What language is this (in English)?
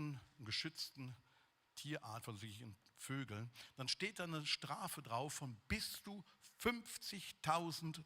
Swiss German